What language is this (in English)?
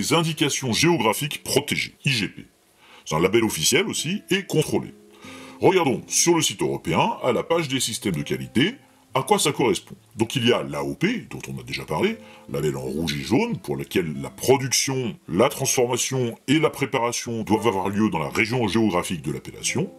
French